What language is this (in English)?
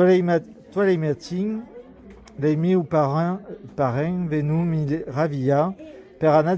Occitan